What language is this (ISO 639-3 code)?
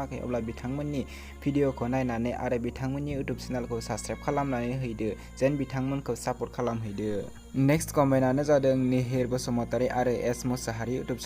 brx